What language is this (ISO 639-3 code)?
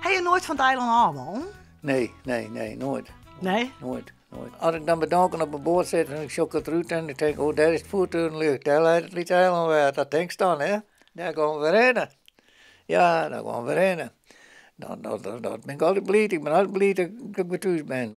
fry